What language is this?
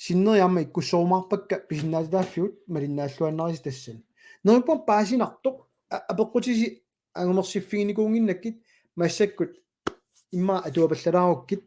Kalaallisut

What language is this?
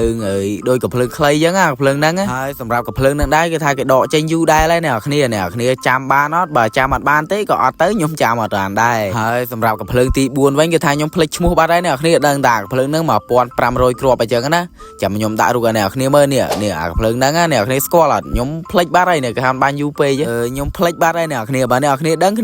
Khmer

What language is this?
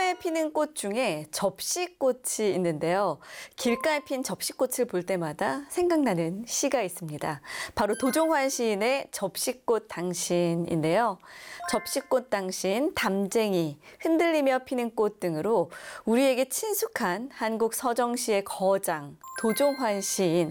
Korean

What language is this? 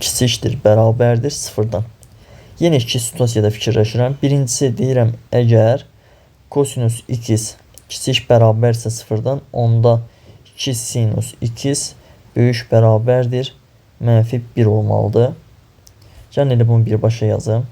Azerbaijani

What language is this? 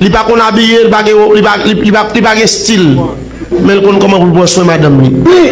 Haitian Creole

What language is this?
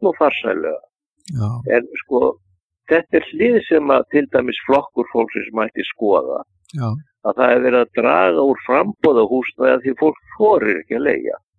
Icelandic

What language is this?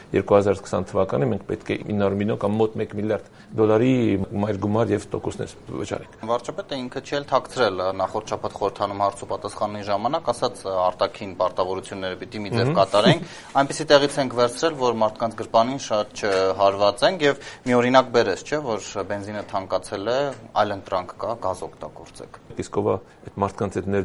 Armenian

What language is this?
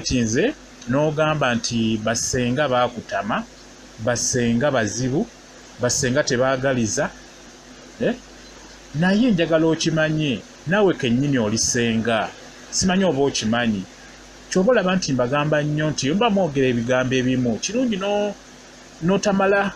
Ganda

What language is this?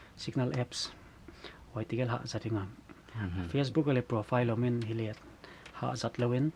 Paite Chin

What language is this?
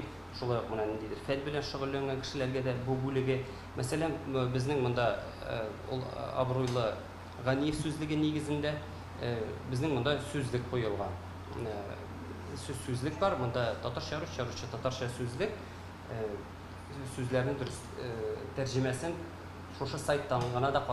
Tatar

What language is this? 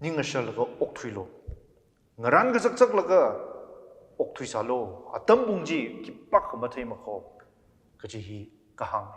Tangkhul Naga (India)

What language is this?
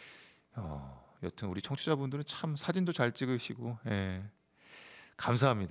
Korean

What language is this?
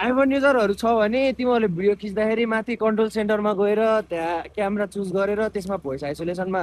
Nepali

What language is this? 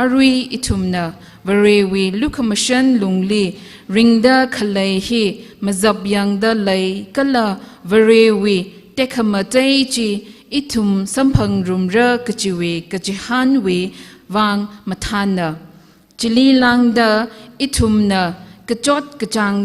Tangkhul Naga (India)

